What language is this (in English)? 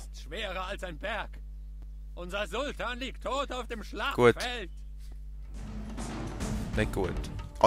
Swiss German